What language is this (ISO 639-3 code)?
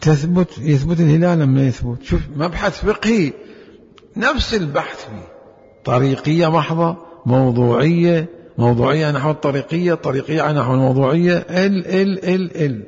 acm